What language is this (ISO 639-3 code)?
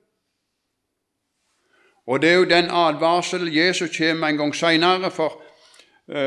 nor